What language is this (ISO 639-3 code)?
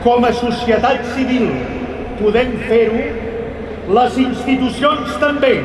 oci